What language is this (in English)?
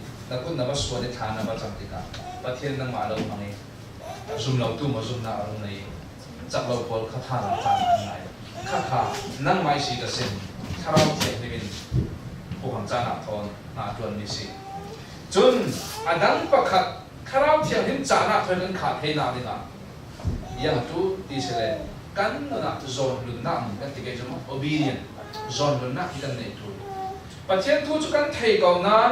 Falam Chin